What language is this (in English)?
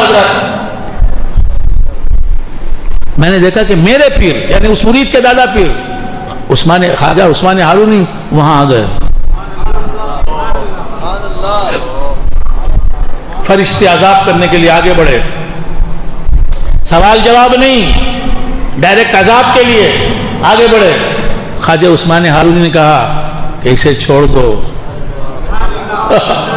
Urdu